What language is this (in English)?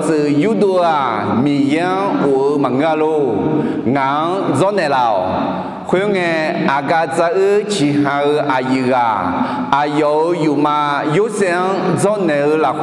Akha